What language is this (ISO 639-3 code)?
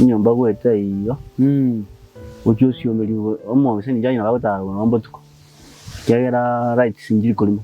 guz